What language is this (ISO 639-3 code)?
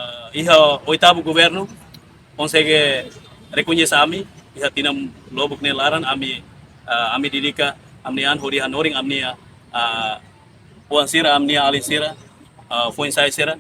tet